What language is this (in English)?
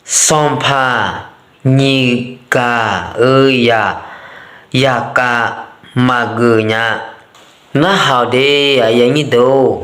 Akha